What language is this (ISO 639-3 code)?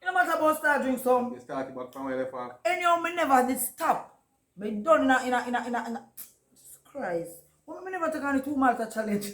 jam